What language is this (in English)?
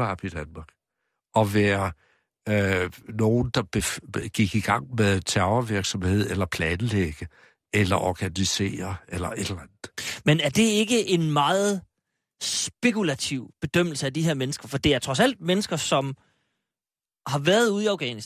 Danish